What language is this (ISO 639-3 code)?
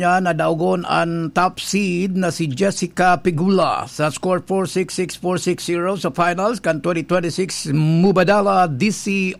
bik